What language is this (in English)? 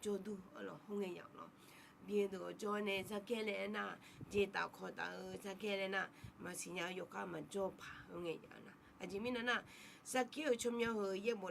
Akha